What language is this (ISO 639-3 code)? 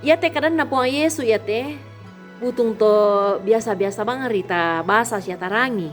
sda